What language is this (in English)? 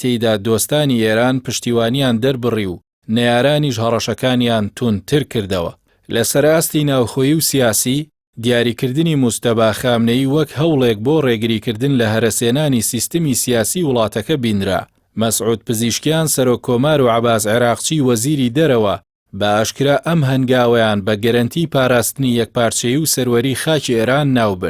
Central Kurdish